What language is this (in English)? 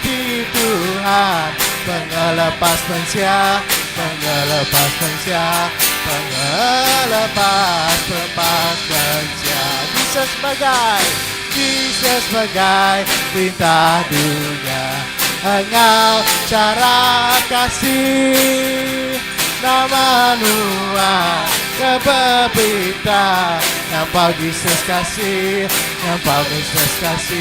Iban